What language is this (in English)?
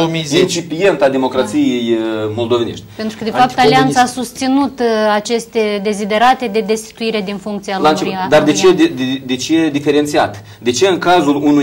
Romanian